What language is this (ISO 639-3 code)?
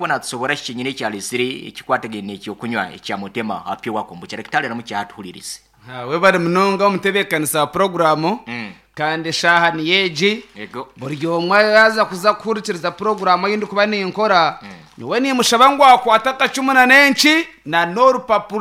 nyn